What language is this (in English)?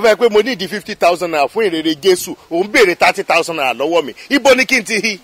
Yoruba